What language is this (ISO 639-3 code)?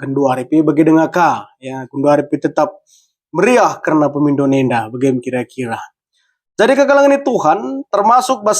btx